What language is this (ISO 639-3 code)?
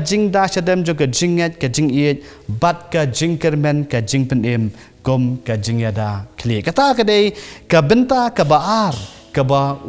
kha